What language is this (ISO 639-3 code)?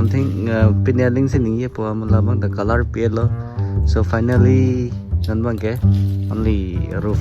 mjw